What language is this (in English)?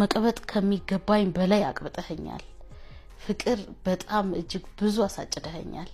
Amharic